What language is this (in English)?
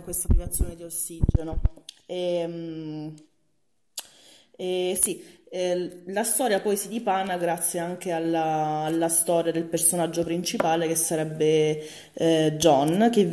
Italian